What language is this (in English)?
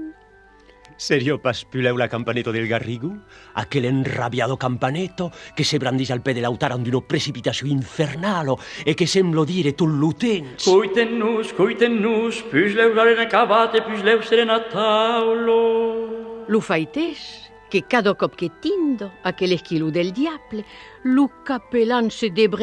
Occitan